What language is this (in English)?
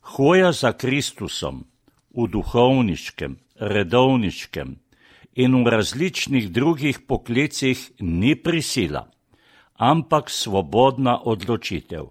Slovenian